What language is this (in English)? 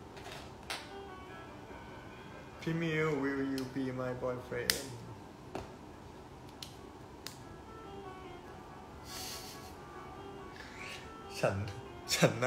Thai